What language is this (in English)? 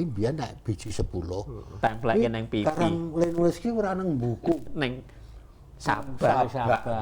Javanese